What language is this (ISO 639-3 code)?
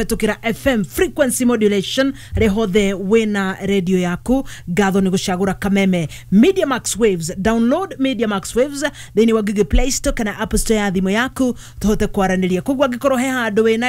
kik